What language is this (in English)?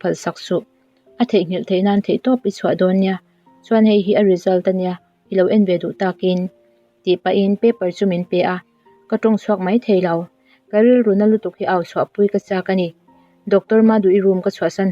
Mizo